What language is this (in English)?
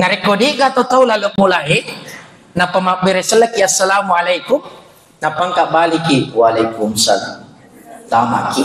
Buginese